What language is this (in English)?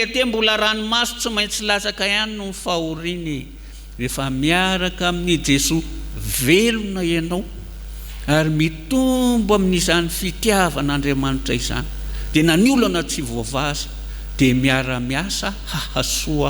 Malagasy